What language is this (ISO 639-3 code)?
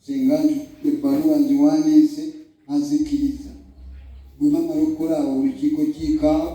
lug